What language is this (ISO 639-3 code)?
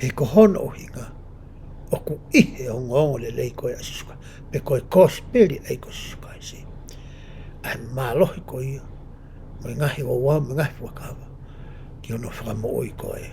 ton